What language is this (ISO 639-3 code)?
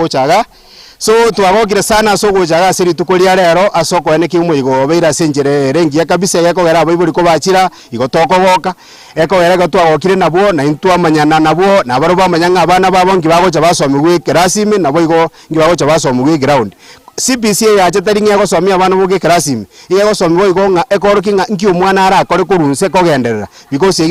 guz